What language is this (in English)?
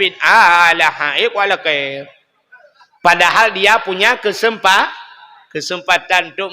Achinese